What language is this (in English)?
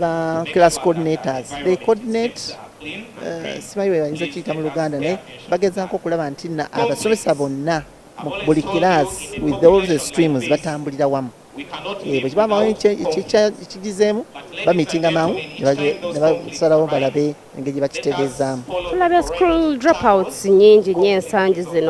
Ganda